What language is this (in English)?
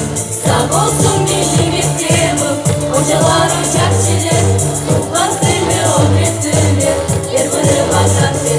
Crimean Tatar